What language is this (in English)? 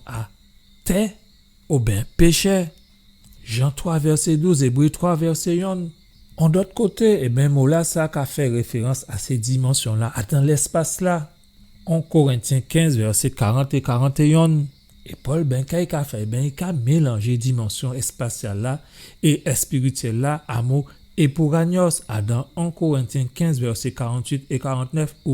Guadeloupean Creole French